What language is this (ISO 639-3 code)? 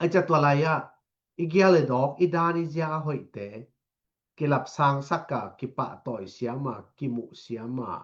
ctd